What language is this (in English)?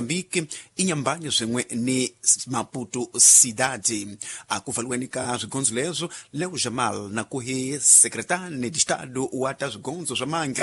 Tsonga